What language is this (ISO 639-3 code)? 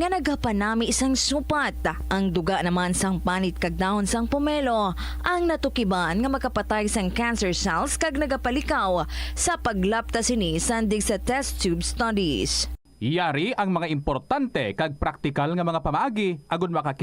hil